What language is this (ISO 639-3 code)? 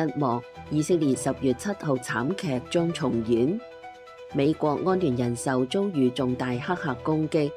yue